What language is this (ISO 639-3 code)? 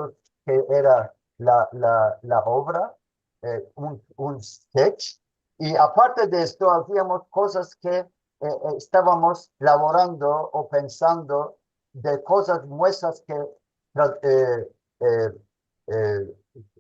lad